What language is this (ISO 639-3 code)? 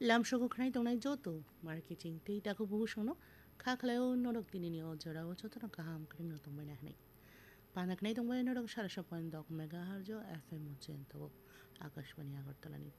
trp